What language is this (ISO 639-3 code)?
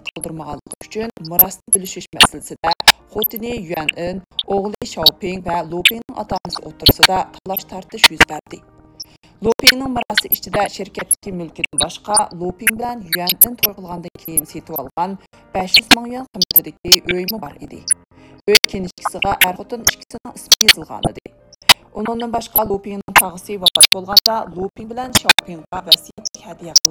uig